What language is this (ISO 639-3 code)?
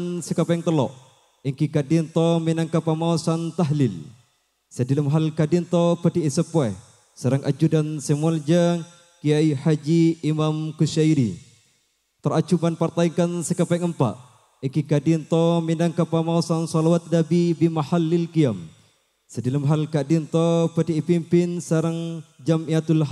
mad